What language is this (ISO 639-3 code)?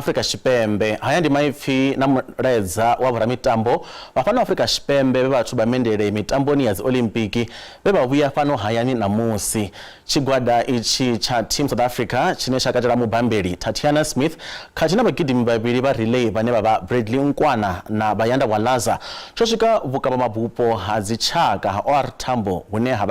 ven